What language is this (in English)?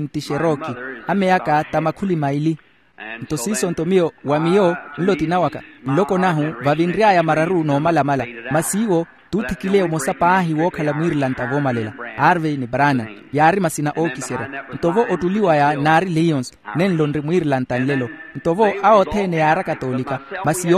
Makhuwa